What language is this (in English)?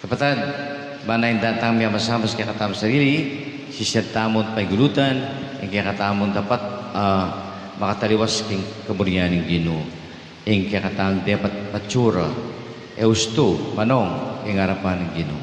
Pampanga